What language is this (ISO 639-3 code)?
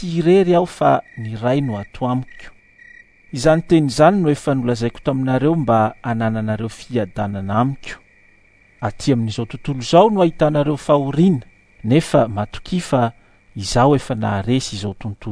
mlg